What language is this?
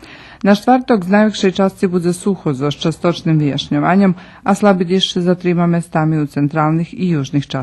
Rusyn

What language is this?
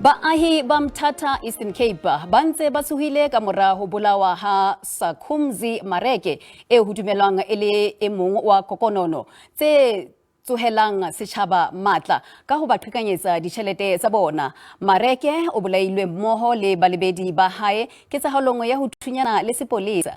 Southern Sotho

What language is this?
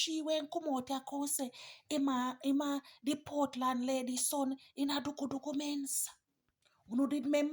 Jamaican Creole English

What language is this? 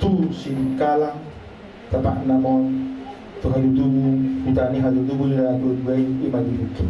Batak Toba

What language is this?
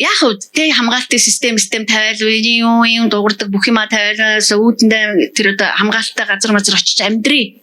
Mongolian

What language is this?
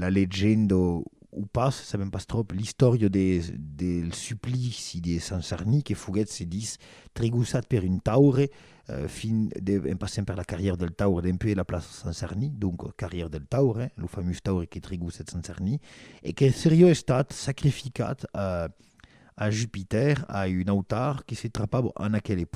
Occitan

